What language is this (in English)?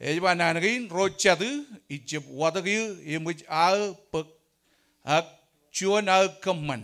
Marshallese